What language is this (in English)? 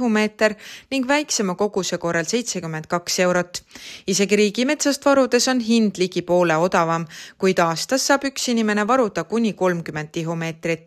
Estonian